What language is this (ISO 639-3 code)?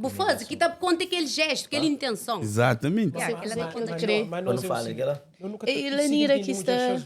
kea